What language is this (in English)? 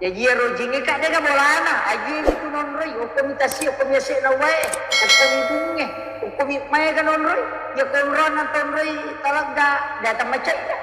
Buginese